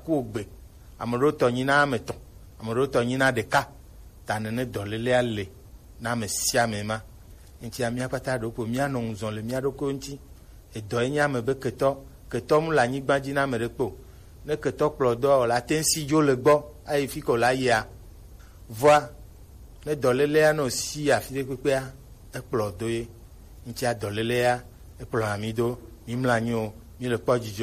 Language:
Gen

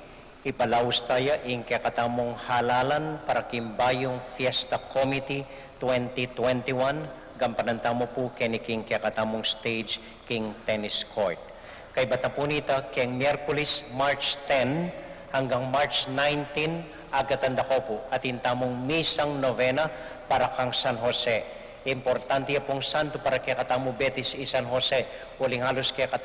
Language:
Pampanga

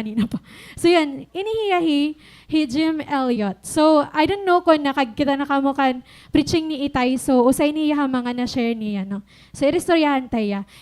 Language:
Waray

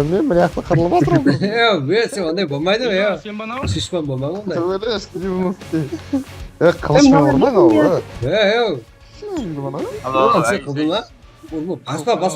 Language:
Kara-Kalpak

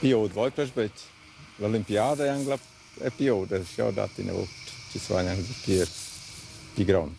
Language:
Romansh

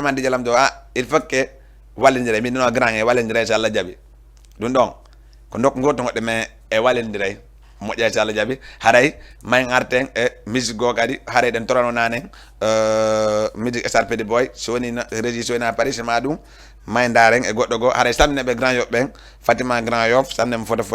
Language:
Fula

